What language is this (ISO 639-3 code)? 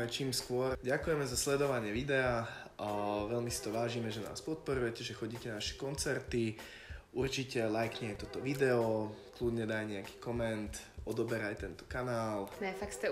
slk